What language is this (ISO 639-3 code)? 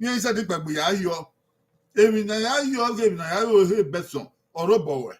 bin